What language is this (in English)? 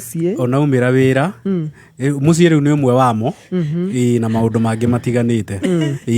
Kikuyu